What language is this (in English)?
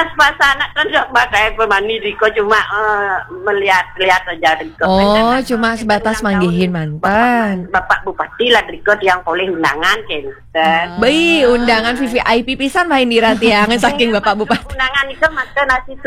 Balinese